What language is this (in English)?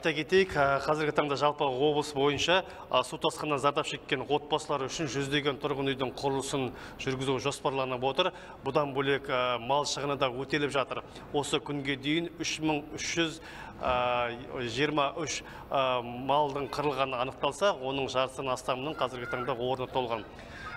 Kazakh